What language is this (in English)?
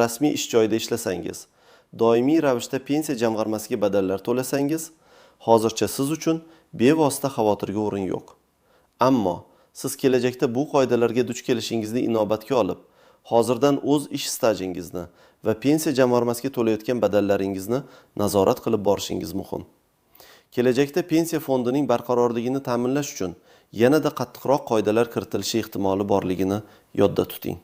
Uzbek